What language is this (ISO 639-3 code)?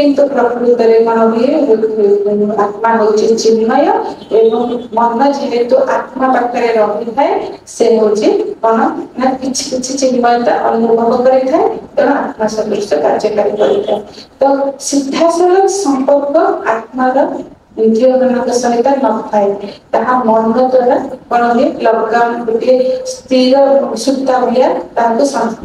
ori